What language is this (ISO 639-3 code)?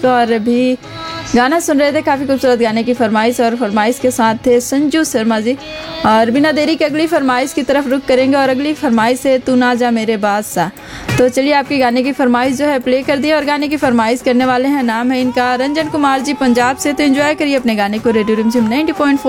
hin